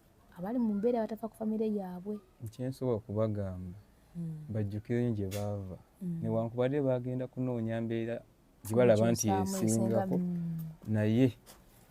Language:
Ganda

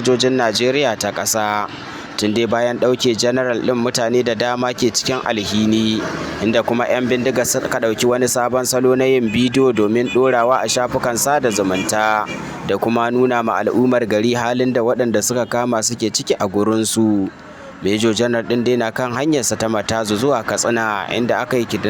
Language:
Hausa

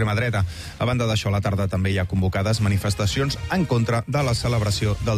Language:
Catalan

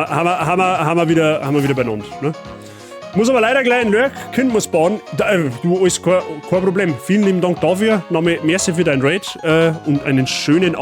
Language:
Bavarian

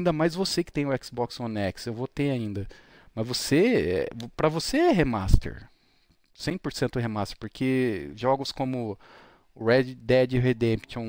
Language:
Portuguese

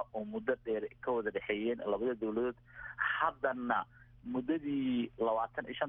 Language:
Somali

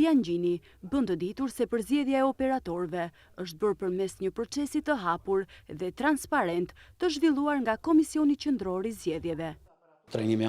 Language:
Albanian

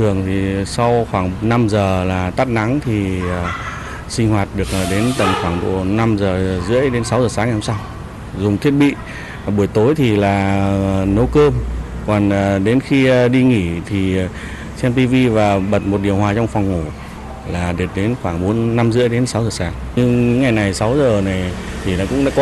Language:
Vietnamese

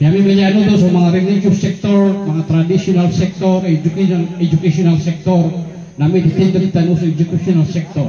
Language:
Maranao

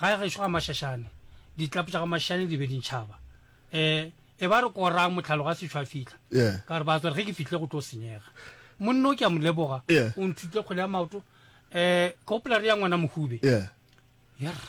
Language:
Northern Sotho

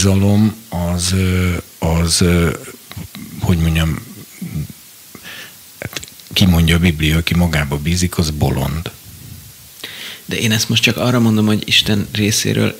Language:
Hungarian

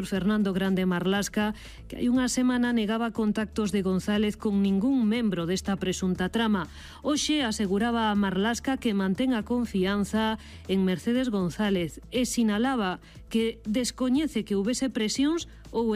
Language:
Galician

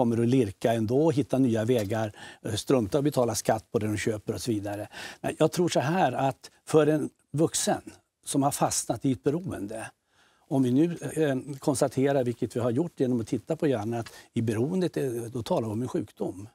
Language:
Swedish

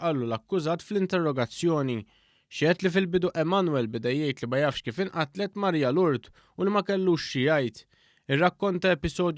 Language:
Maltese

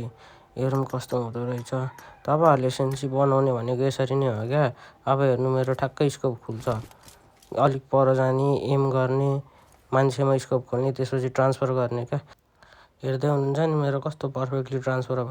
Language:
Nepali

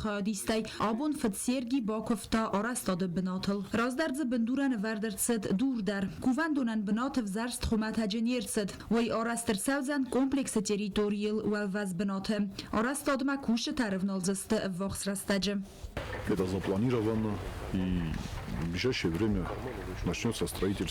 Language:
Ossetic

